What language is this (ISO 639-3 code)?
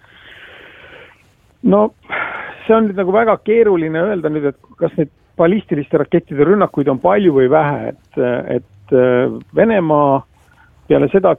est